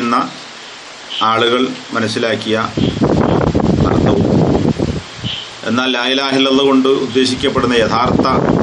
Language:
Malayalam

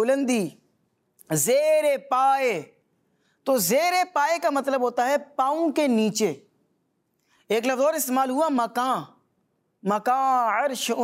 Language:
Urdu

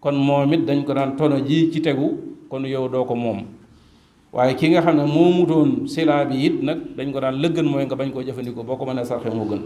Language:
Wolof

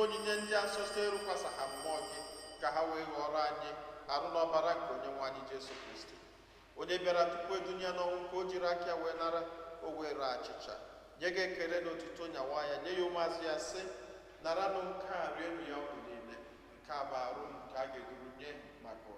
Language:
Igbo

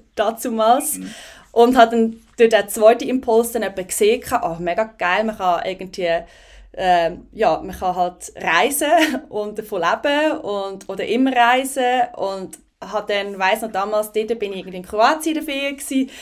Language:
Swiss German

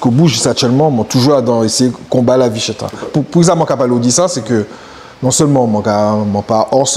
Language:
Guadeloupean Creole French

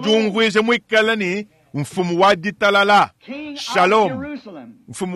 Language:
Luba-Lulua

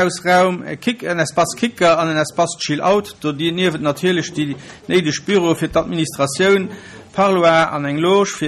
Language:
Luxembourgish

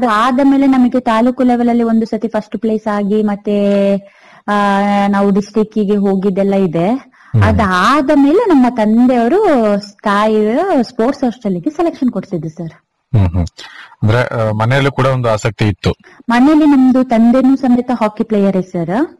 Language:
Kannada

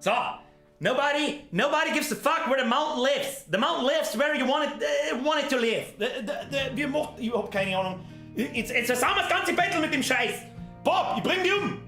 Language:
Bavarian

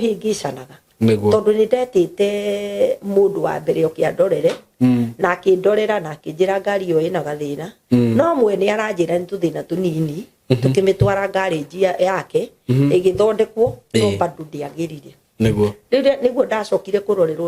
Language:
Kikuyu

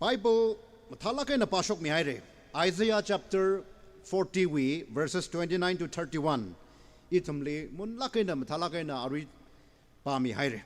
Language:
Tangkhul Naga (India)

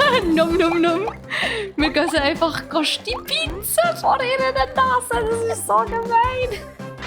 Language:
Swiss German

